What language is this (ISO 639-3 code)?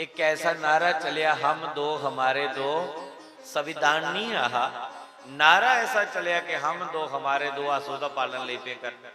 doi